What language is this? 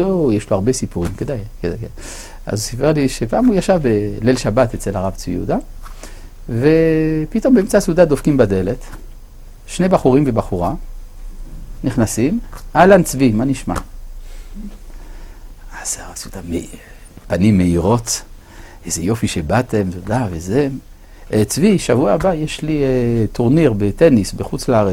Hebrew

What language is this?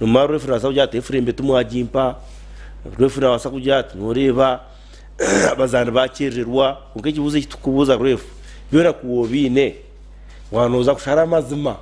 Nyankole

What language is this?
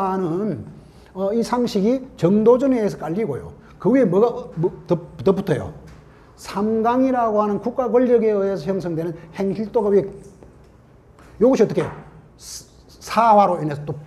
Korean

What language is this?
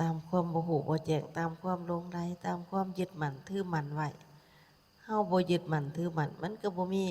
Lao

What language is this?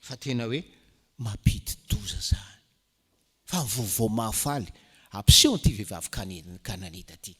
Malagasy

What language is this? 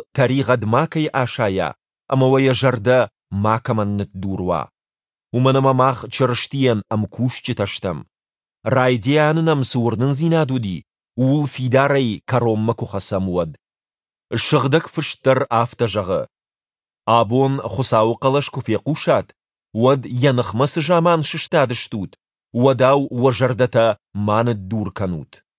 Ossetic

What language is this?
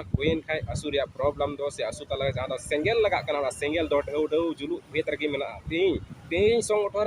Santali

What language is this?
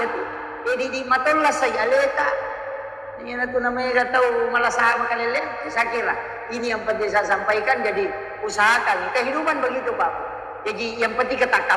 Buginese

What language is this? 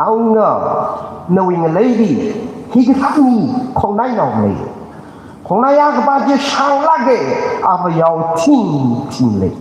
Tangkhul Naga (India)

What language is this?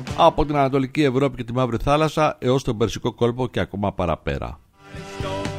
Greek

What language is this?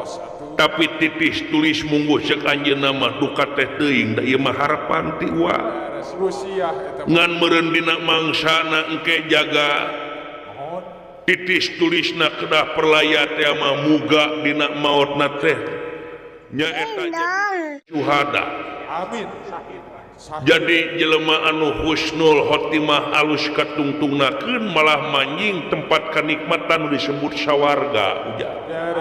Sundanese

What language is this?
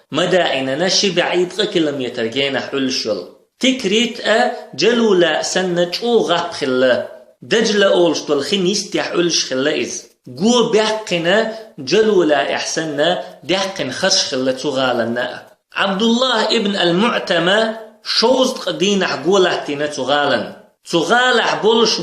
Chechen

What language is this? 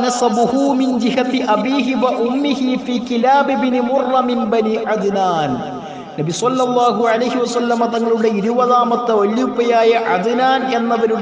Malayalam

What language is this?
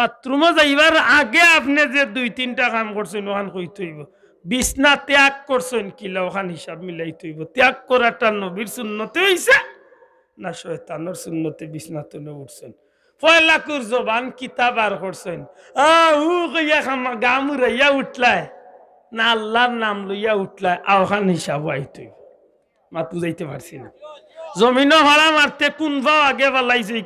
Sylheti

